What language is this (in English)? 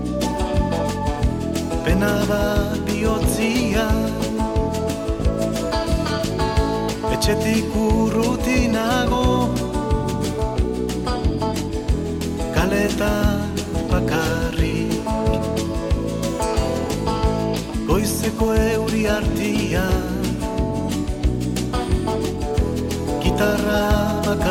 Basque